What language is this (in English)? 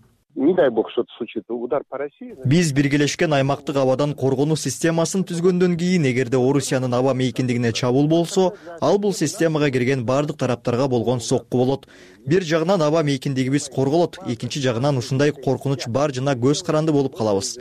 Kyrgyz